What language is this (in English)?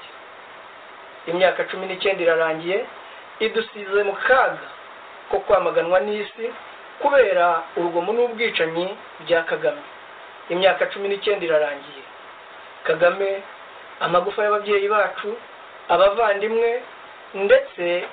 Kinyarwanda